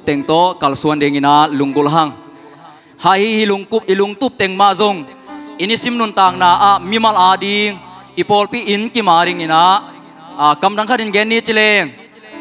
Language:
Tedim Chin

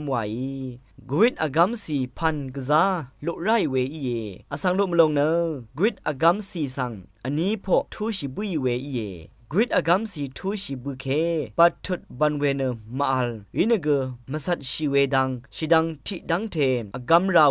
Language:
Rawang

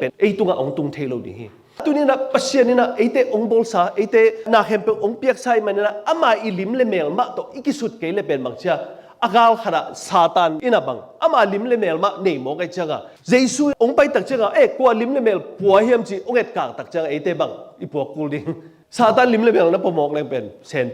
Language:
Tedim Chin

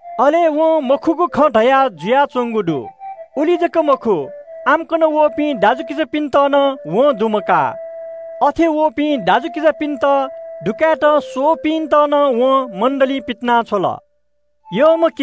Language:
Newari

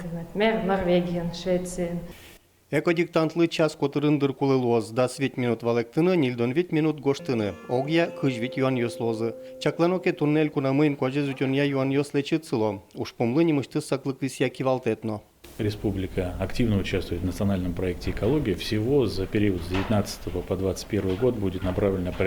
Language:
Udmurt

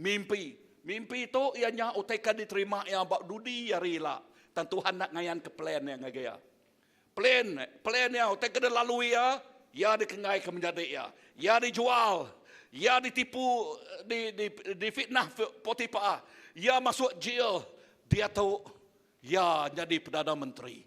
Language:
Iban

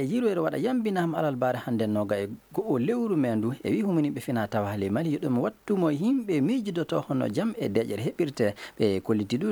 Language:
Fula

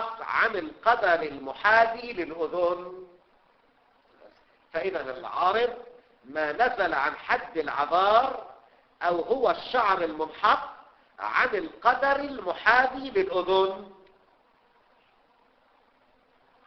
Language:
Arabic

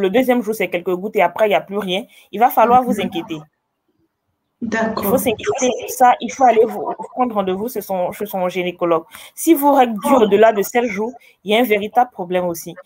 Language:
French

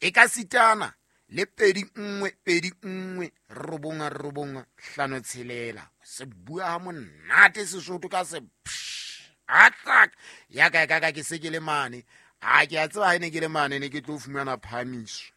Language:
Southern Sotho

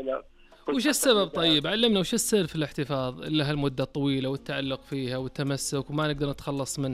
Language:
Najdi Arabic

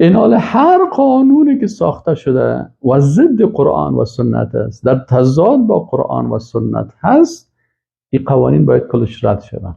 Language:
Persian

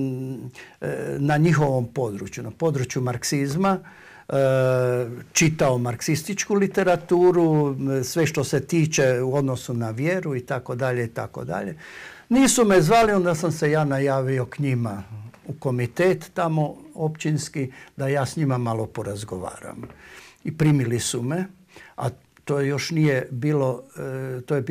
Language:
Croatian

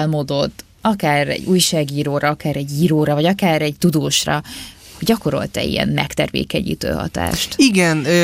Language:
Hungarian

